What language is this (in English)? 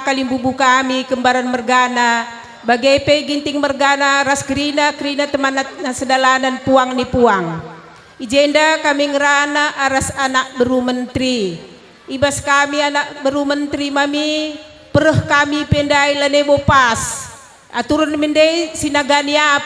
Batak Karo